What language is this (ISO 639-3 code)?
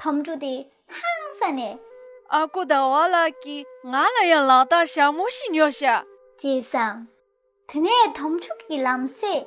bod